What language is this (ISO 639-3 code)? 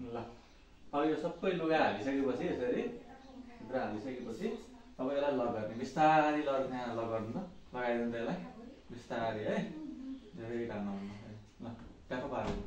nep